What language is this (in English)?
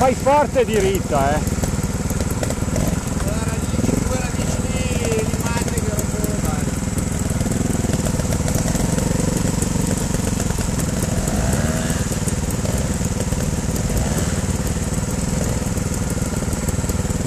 Italian